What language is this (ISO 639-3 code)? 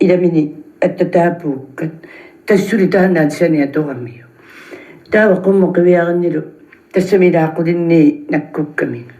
kal